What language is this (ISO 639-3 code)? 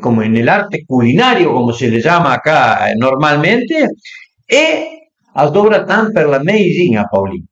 pms